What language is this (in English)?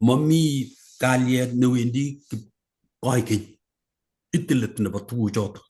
Kalenjin